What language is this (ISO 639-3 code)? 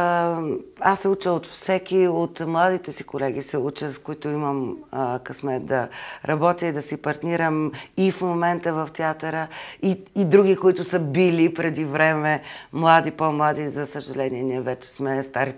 bul